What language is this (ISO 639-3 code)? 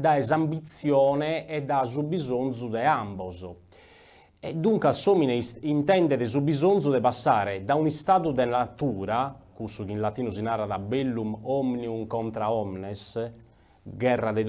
srd